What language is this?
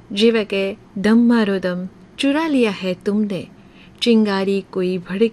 Gujarati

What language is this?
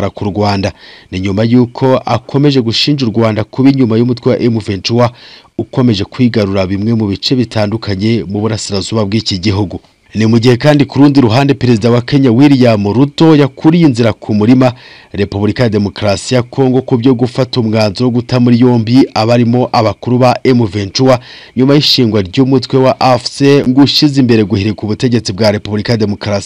Kinyarwanda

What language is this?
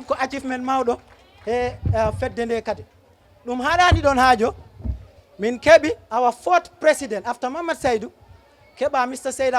Fula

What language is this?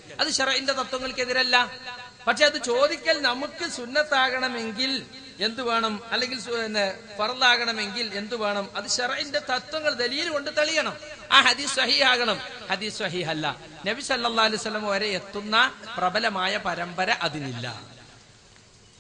Malayalam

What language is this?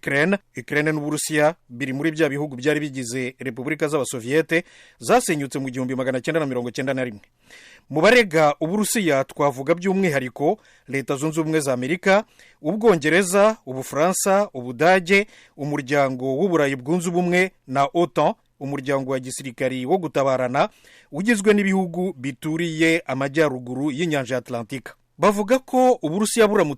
Kinyarwanda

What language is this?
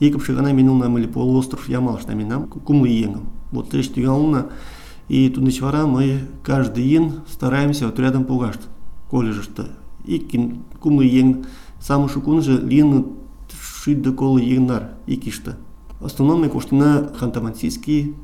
Mari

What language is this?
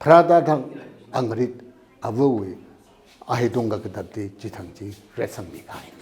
Tangkhul Naga (India)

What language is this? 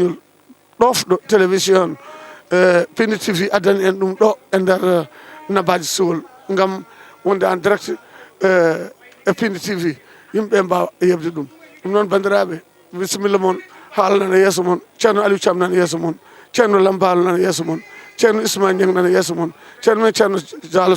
Fula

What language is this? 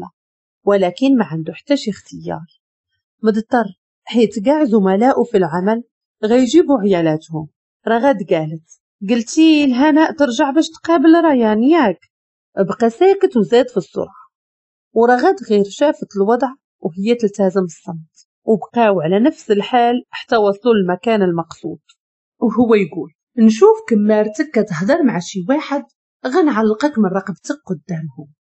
Moroccan Arabic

